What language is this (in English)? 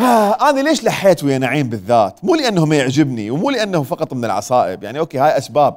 Mesopotamian Arabic